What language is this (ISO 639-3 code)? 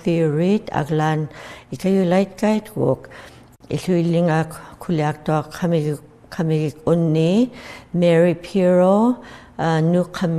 iku